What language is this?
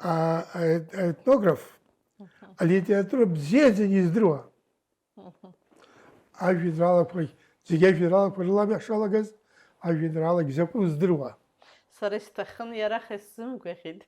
Abkhazian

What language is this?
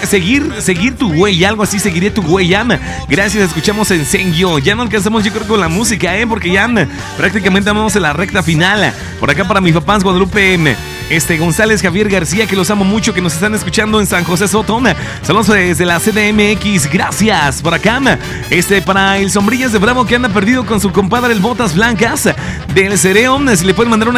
Spanish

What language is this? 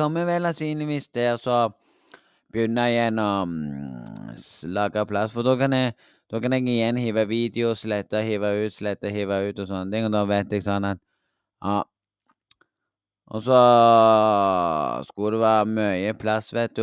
Norwegian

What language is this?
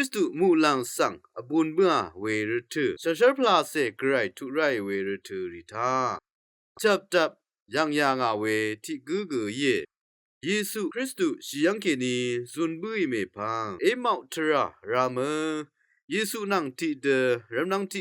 Rawang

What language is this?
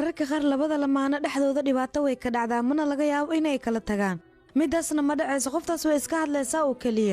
Somali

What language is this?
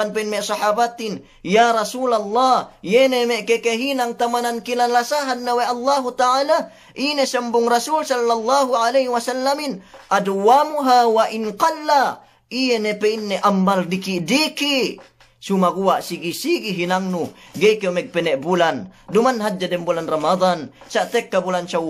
Yakan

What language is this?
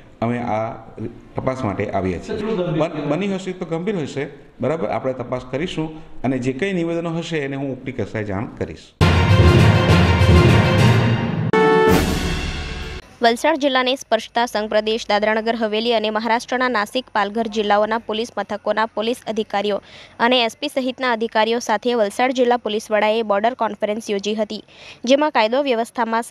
Gujarati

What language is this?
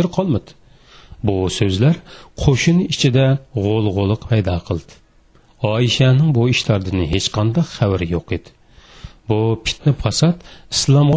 Uyghur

